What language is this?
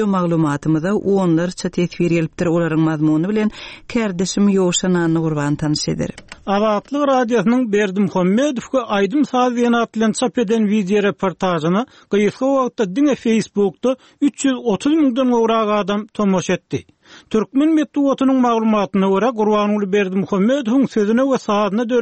Turkmen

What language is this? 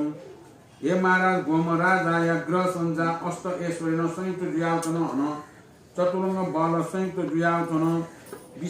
Newari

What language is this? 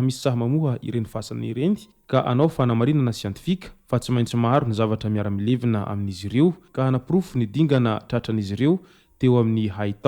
Malagasy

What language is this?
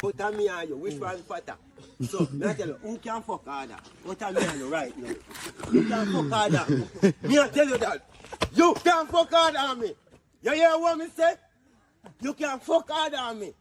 Jamaican Creole English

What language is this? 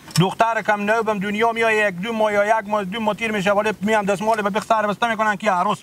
Persian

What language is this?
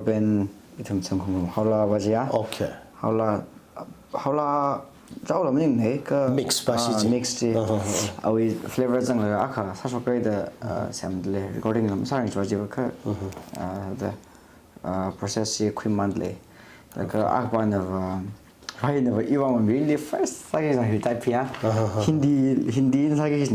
Tangkhul Naga (India)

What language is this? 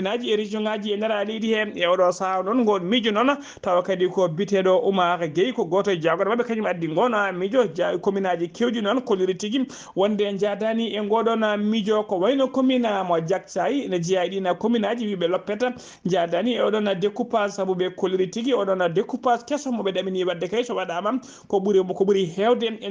Fula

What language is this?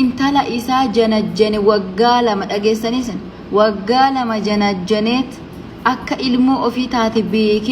Oromo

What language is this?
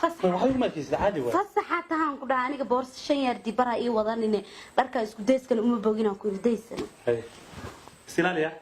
Somali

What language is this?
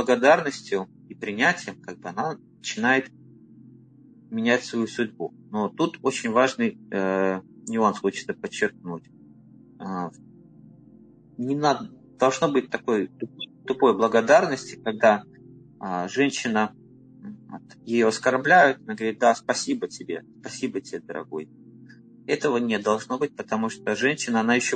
Russian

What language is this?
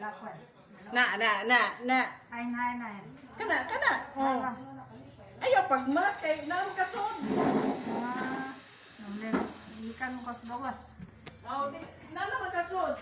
Cebuano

